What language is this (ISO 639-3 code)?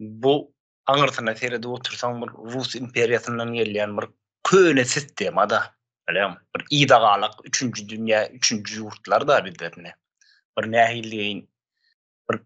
tuk